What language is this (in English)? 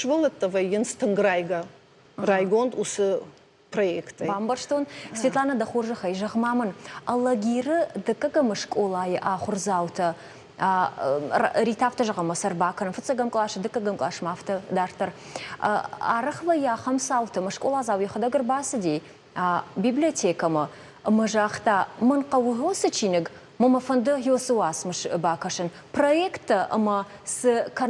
Ossetic